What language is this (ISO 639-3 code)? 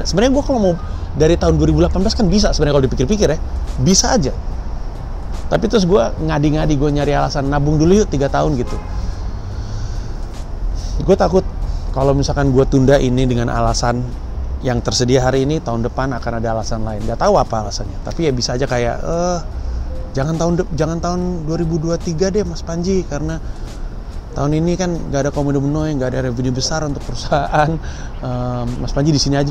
ind